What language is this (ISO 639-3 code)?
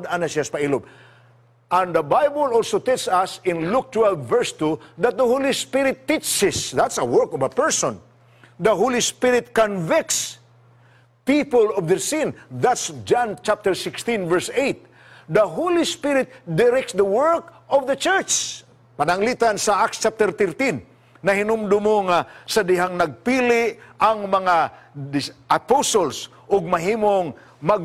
ceb